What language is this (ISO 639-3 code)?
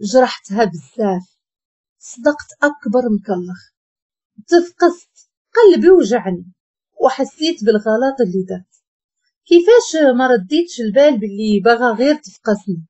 ary